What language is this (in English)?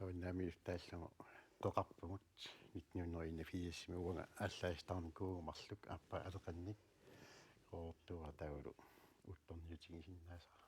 Kalaallisut